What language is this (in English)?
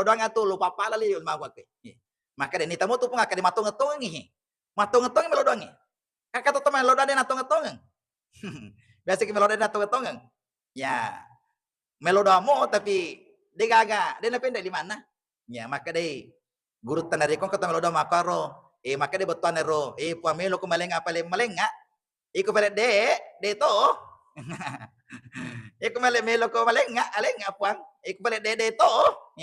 Buginese